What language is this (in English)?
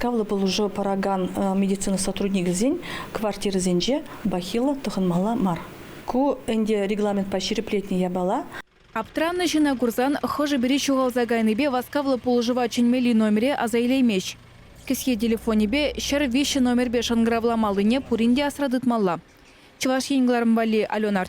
Chuvash